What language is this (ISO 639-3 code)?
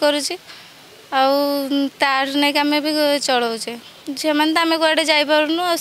ori